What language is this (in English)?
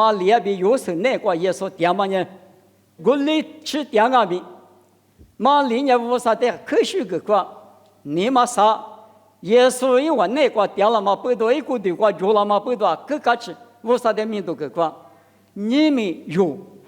Lisu